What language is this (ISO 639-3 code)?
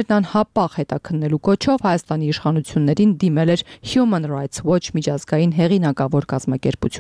hye